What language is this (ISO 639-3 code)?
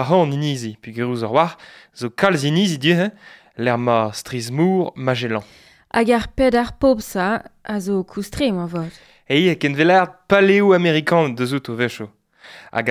bre